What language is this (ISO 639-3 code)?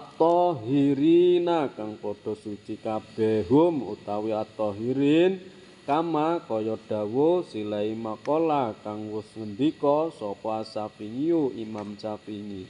jav